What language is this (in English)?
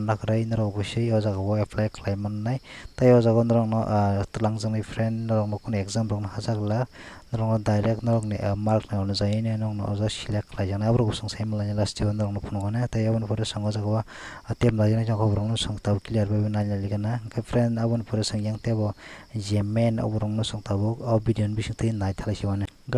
Kok Borok